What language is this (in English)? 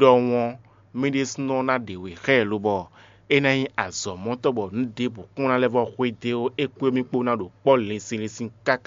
Fon